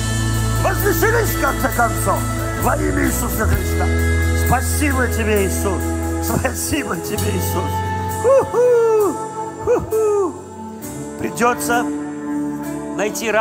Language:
Russian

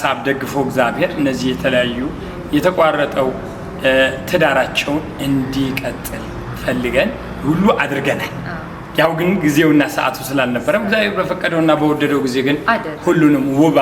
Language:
Amharic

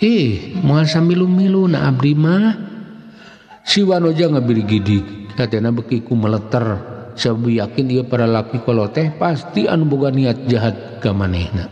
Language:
Sundanese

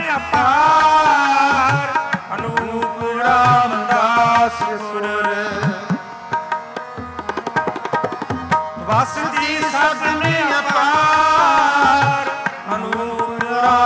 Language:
Punjabi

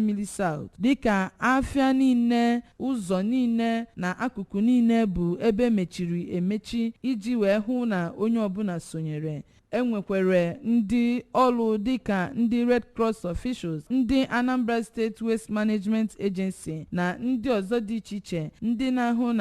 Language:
Igbo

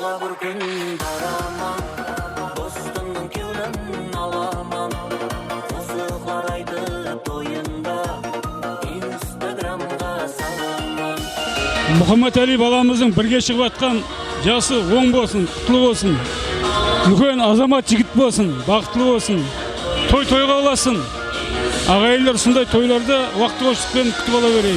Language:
Kara-Kalpak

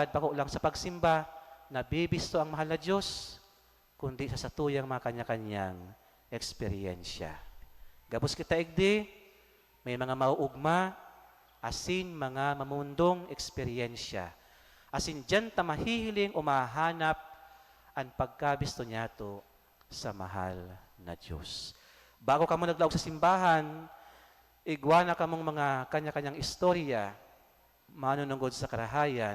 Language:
Bikol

